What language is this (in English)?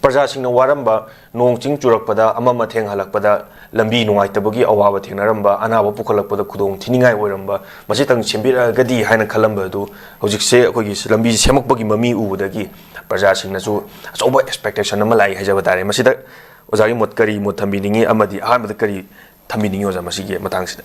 Manipuri